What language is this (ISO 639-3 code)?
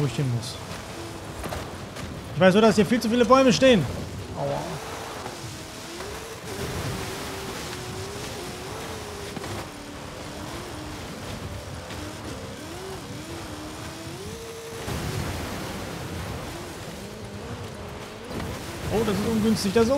deu